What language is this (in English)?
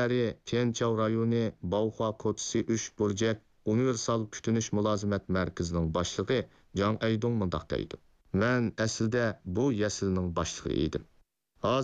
Uyghur